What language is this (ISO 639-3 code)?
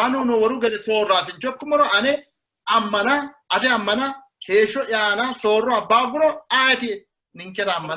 sid